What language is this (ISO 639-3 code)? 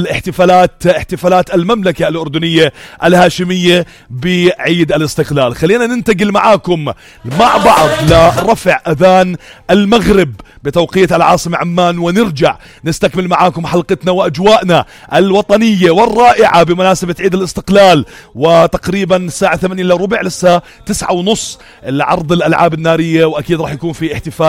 apc